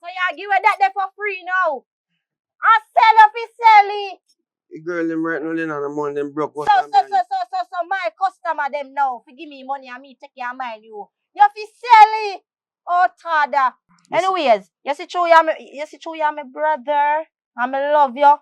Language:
Jamaican Creole English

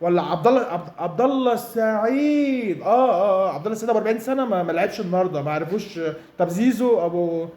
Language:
Egyptian Arabic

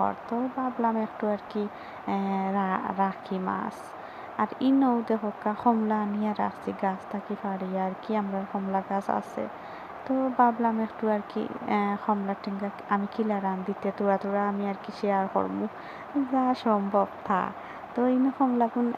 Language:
Sylheti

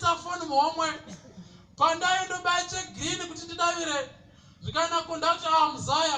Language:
Shona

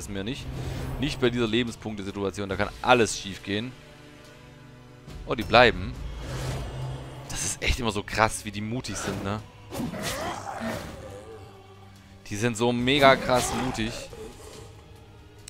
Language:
German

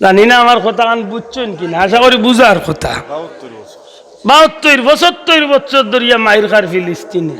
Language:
Sylheti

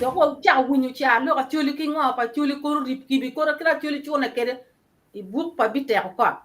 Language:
Acoli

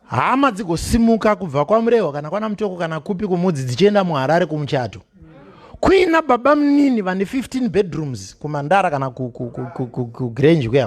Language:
Shona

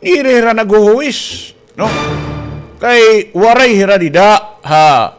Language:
Waray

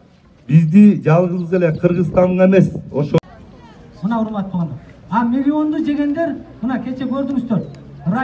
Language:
Kyrgyz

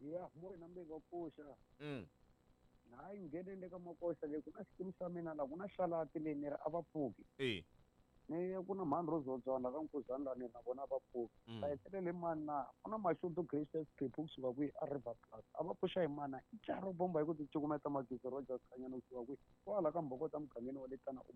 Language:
Tsonga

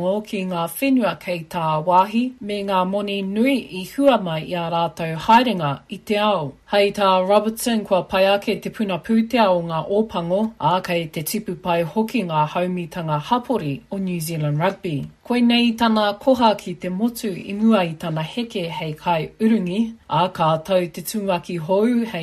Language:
Māori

